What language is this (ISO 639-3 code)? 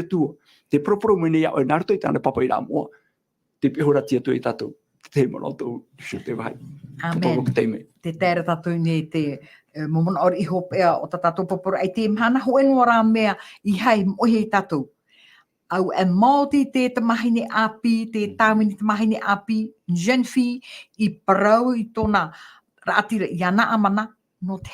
tah